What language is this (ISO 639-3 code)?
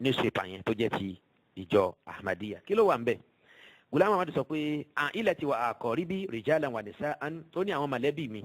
yor